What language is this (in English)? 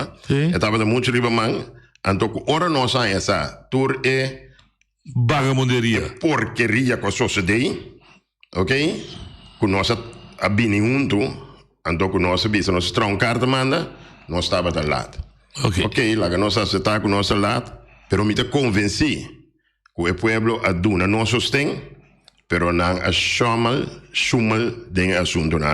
Papiamento